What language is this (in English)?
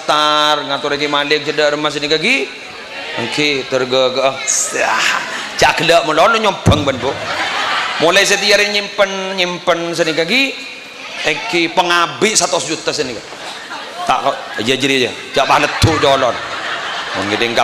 Madurese